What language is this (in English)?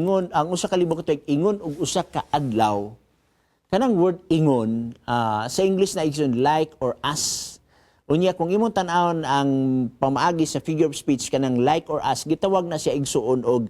Cebuano